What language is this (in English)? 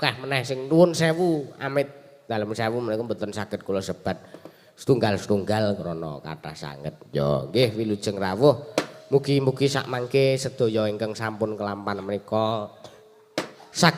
Javanese